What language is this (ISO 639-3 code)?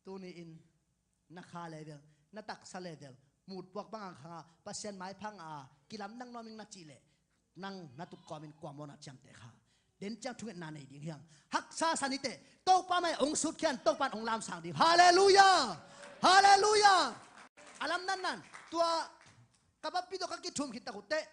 ctd